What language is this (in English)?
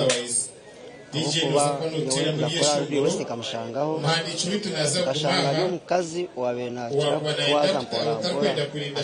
Nyankole